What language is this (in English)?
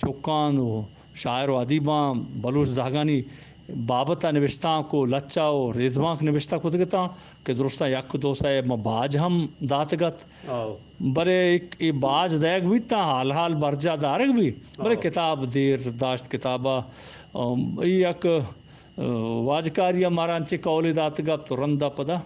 Eastern Balochi